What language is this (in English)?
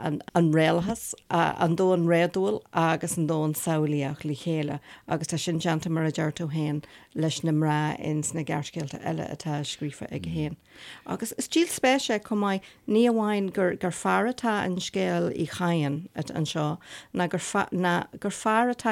Irish